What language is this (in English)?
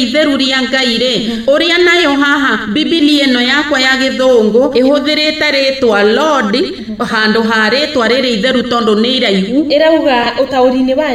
Kikuyu